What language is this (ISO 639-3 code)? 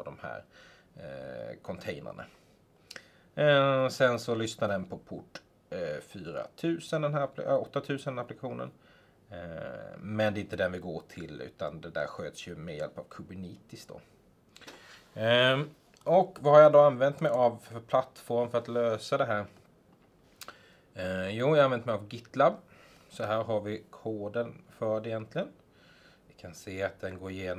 swe